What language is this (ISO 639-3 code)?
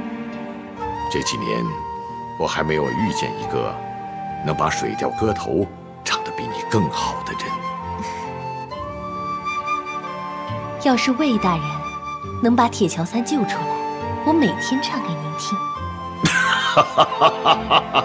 zho